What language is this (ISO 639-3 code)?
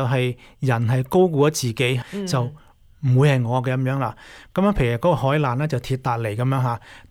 yue